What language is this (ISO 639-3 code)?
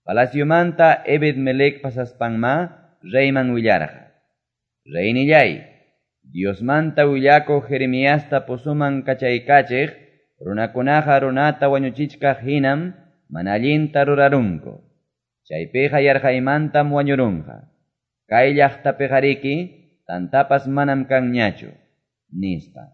que